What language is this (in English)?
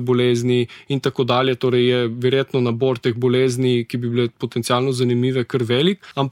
Slovenian